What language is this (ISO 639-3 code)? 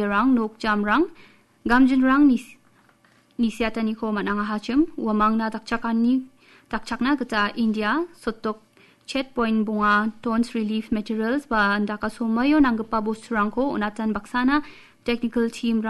grt